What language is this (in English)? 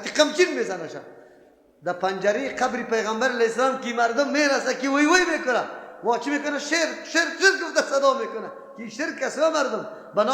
Persian